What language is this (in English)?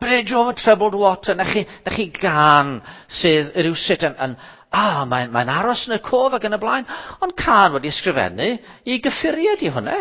Welsh